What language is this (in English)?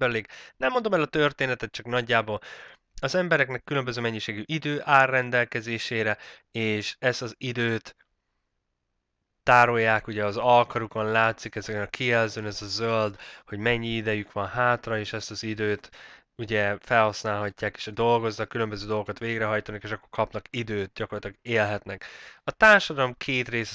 Hungarian